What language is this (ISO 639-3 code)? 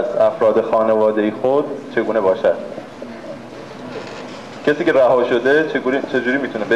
fas